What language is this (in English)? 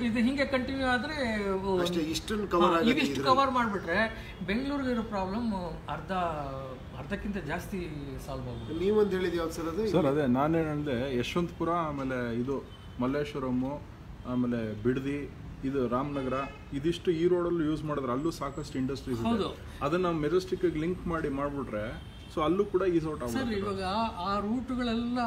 Kannada